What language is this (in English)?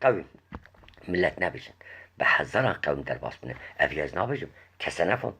Kurdish